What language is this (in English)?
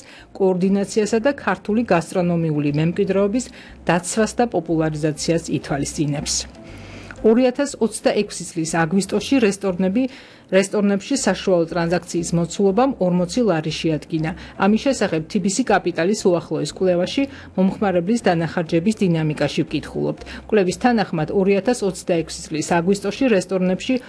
Georgian